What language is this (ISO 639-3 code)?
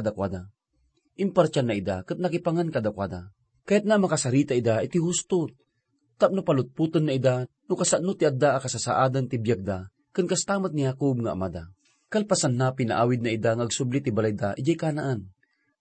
ilo